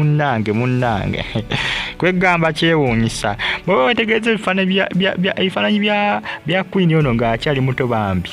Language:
Ganda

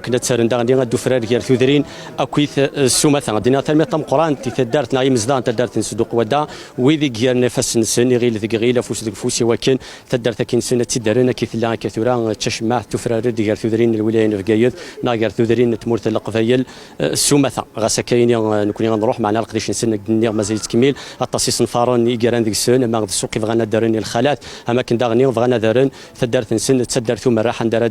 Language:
Kabyle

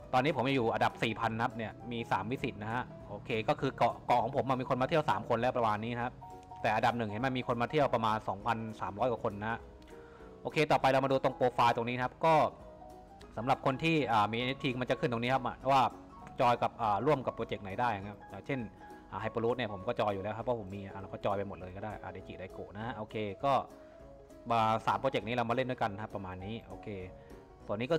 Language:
Thai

